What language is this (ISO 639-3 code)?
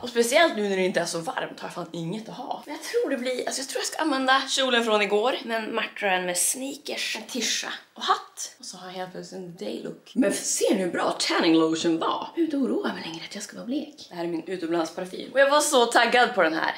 swe